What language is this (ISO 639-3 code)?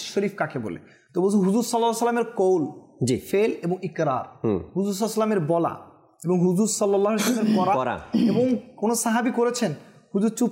ben